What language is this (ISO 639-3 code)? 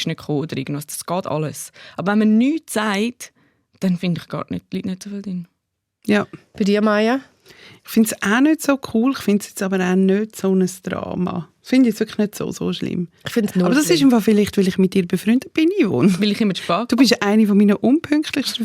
gsw